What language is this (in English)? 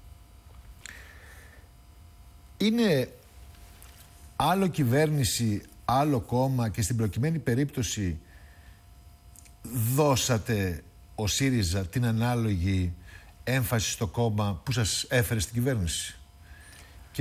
Greek